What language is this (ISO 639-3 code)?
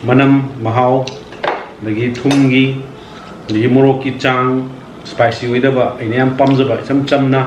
mni